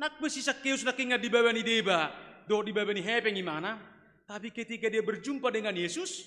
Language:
Batak Toba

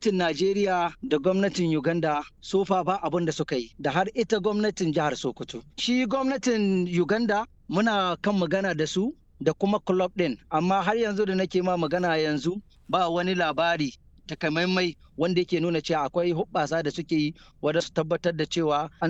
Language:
Hausa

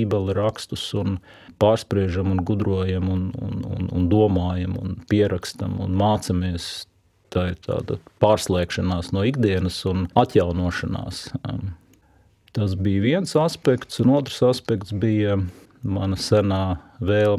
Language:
Latvian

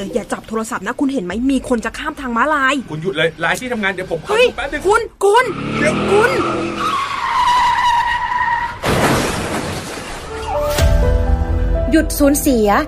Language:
Thai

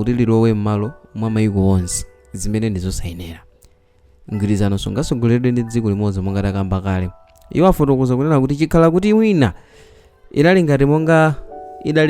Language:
Nyanja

